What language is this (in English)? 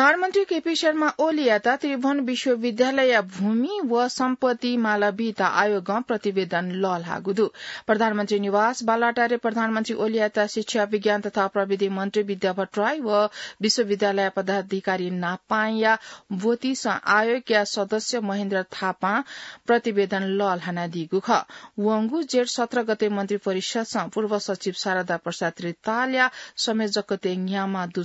Newari